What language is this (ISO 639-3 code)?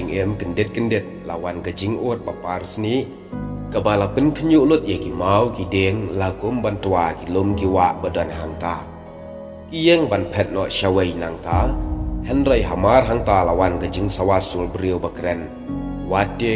kha